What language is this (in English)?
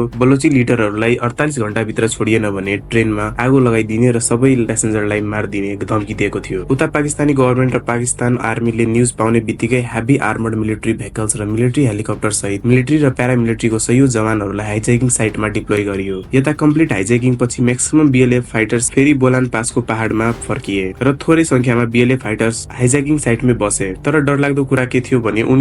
Nepali